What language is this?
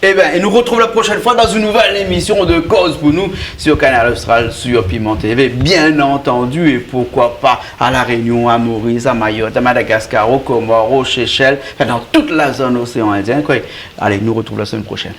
Réunion Creole French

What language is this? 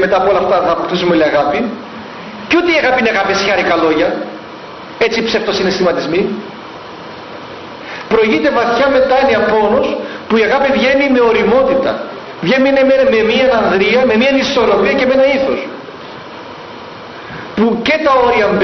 Greek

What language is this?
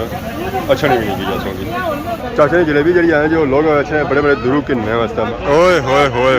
Pahari-Potwari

